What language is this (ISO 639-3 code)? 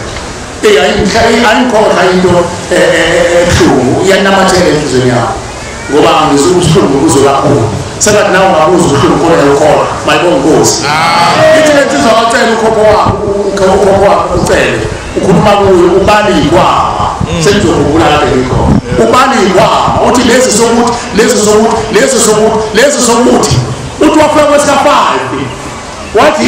zul